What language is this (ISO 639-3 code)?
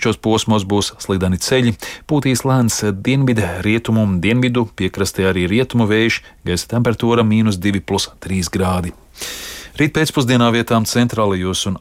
lav